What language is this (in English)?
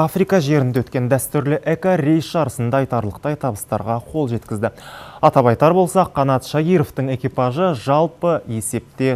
Kazakh